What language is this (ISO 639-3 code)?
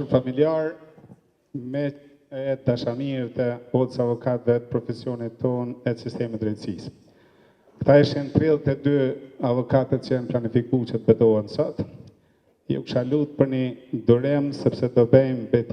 sqi